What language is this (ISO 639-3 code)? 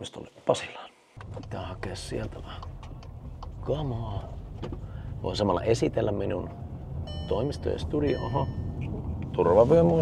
fin